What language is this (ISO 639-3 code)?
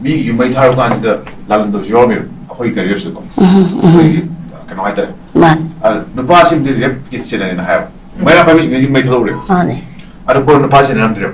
mni